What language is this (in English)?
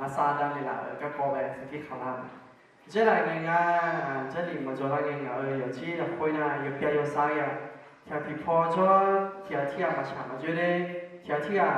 Akha